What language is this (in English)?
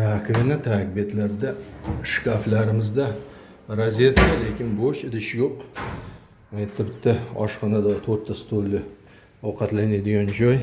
Uzbek